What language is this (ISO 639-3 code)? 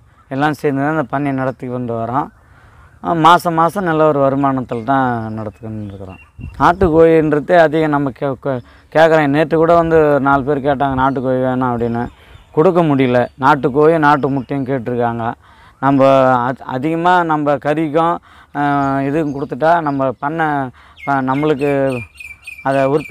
tam